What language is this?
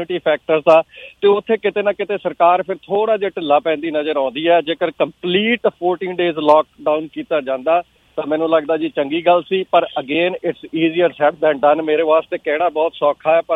Punjabi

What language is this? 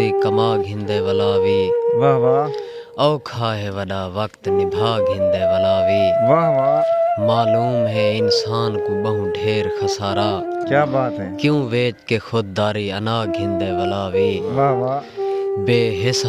Saraiki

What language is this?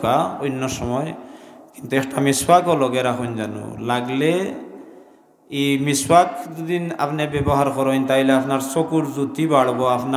Sylheti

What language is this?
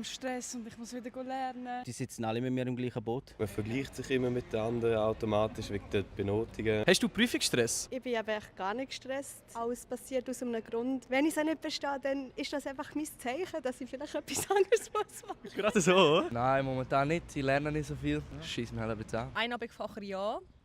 Swiss German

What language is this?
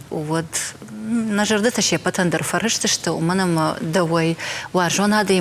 Ossetic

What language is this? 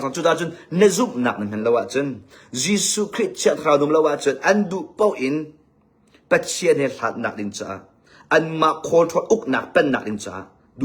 Hakha Chin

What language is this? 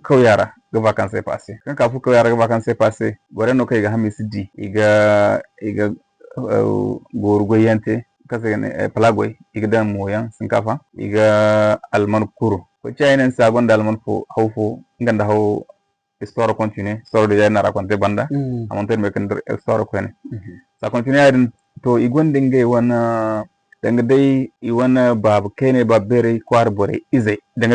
Zarma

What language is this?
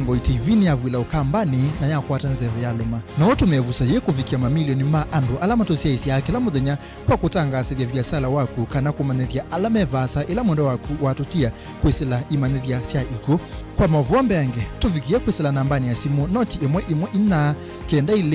Kamba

